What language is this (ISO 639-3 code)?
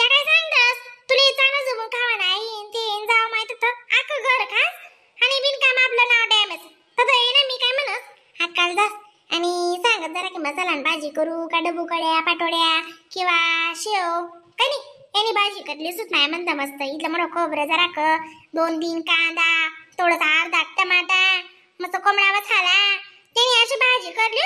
khn